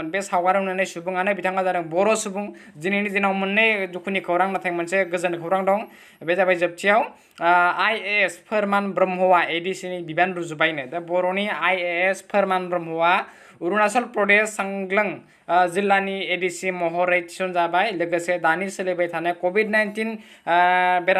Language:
Bodo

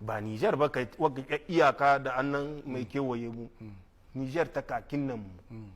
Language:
Hausa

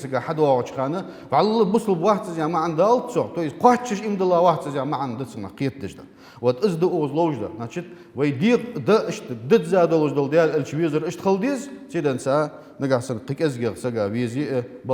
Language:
Ingush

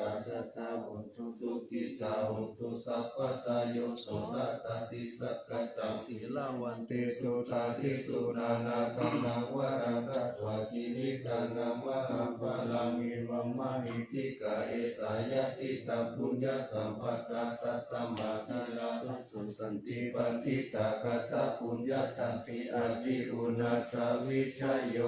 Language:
Pali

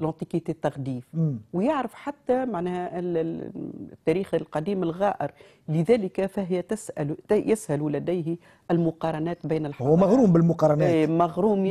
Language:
Tunisian Arabic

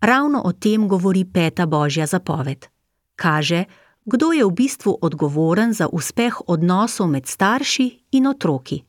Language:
Slovenian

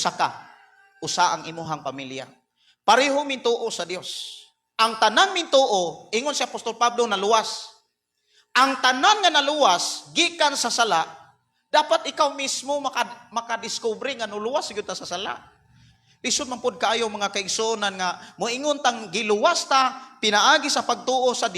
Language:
Cebuano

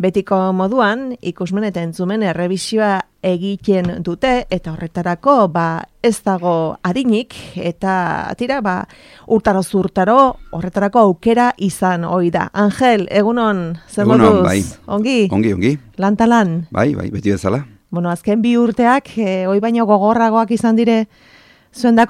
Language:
Basque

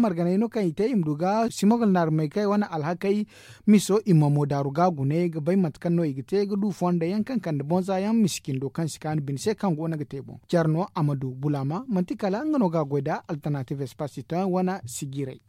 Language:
Zarma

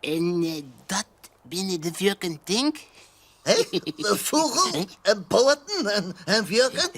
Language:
Western Frisian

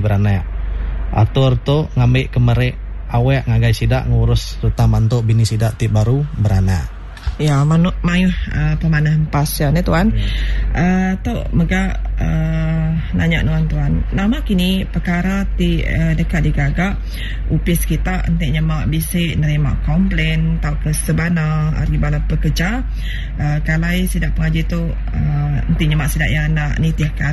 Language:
Iban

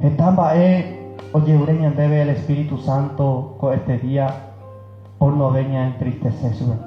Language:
Guarani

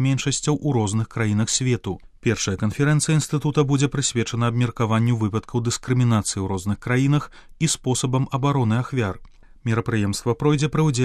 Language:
Belarusian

